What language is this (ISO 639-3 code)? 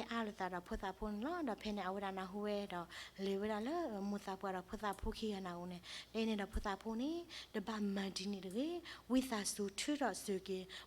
ksw